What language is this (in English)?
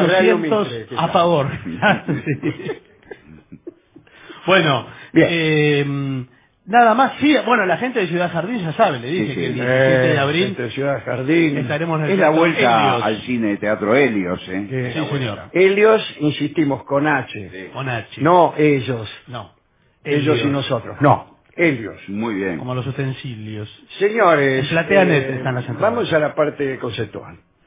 Spanish